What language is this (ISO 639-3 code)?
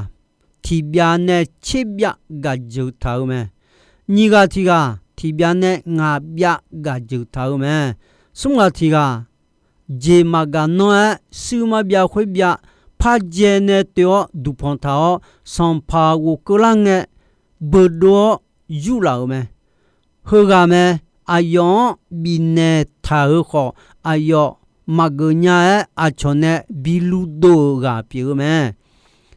ahk